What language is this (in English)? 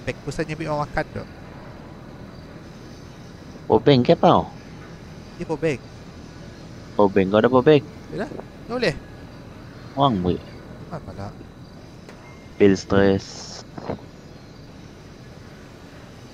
Malay